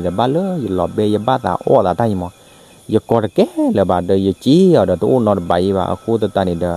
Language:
S'gaw Karen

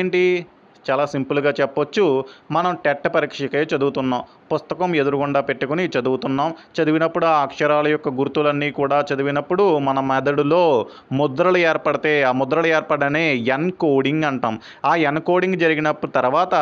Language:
Telugu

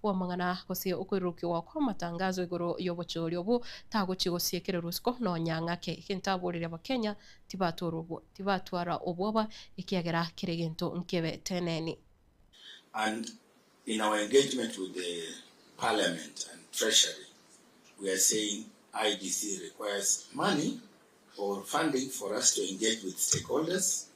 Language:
Gusii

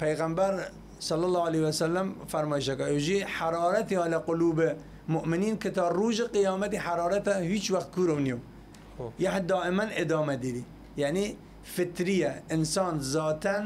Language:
Southern Kurdish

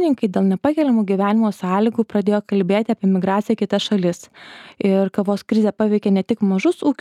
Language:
Lithuanian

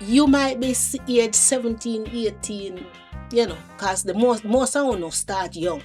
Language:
Jamaican Creole English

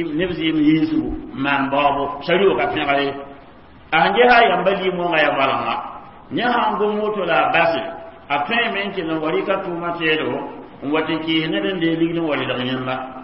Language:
Mossi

